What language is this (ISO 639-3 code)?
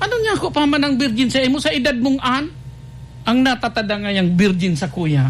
bik